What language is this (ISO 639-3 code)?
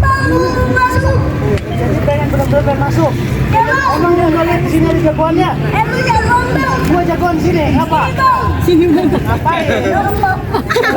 bew